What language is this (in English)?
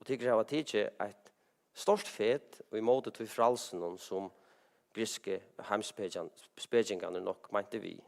Faroese